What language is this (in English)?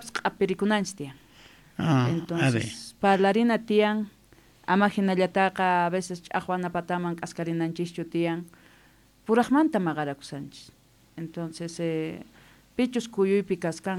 South Bolivian Quechua